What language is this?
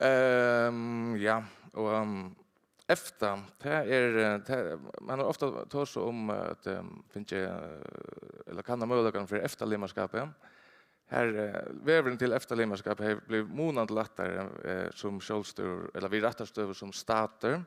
Faroese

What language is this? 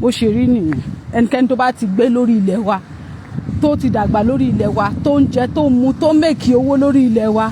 Yoruba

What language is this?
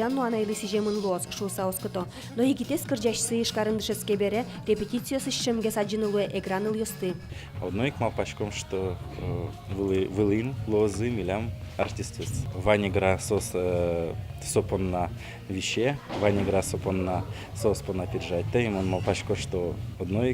Udmurt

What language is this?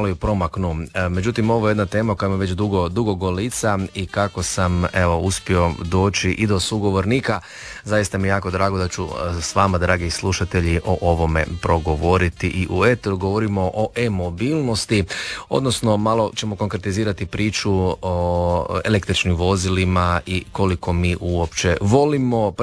Croatian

